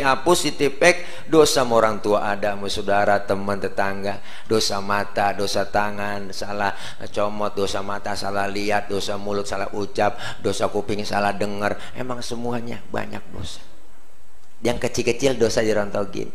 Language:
Betawi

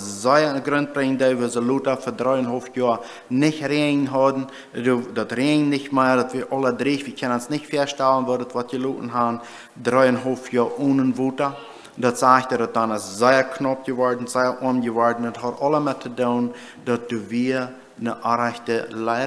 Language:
Plautdietsch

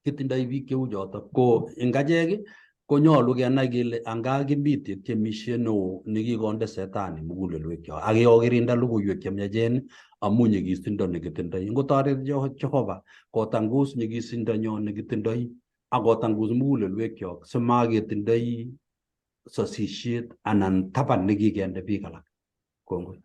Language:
Kalenjin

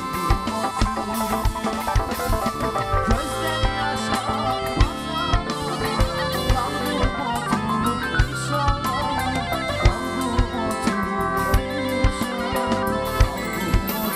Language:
Turkish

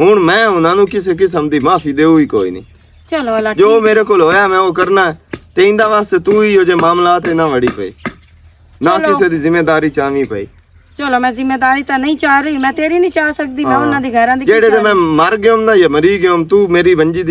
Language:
Western Panjabi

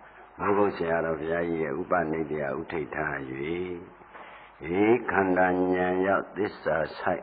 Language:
Burmese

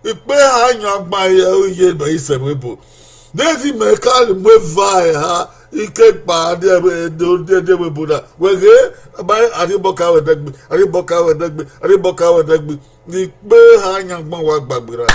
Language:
Bini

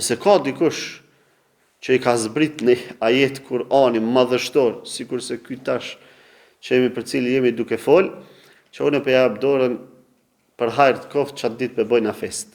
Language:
Albanian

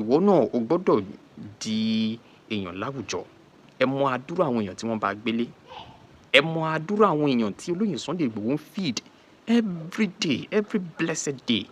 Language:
Yoruba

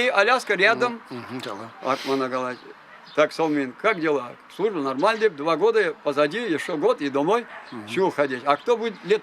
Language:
Chuvash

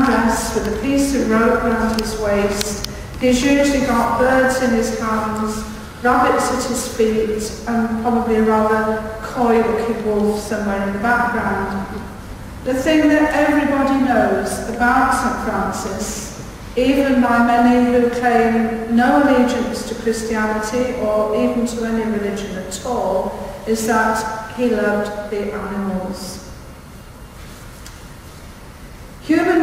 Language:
English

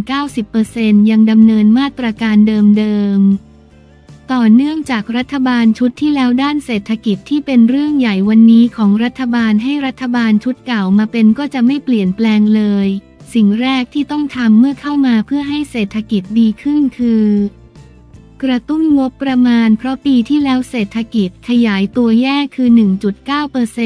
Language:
Thai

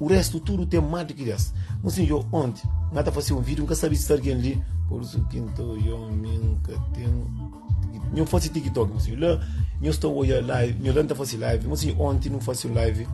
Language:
Kabuverdianu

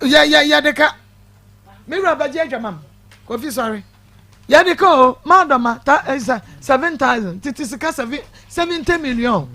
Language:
Akan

